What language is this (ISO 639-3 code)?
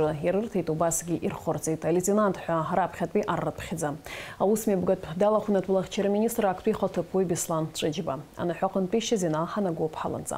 abk